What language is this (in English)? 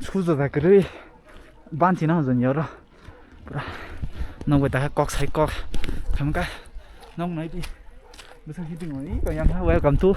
Kok Borok